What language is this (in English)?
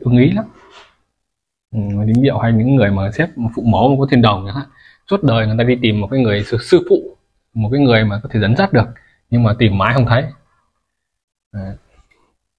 Vietnamese